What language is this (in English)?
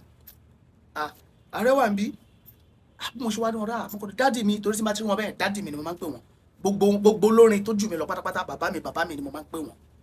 Yoruba